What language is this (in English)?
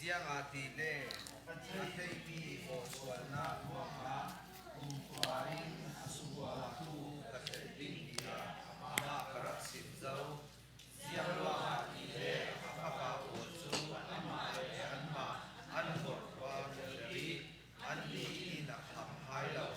Falam Chin